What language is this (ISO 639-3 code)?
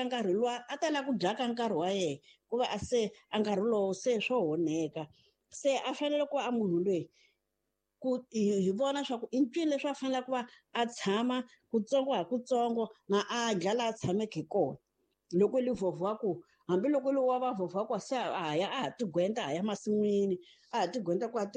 tso